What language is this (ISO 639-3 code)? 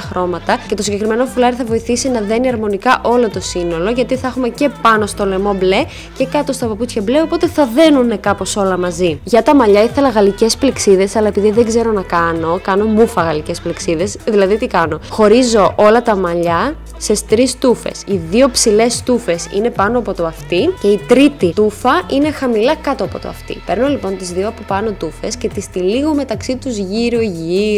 ell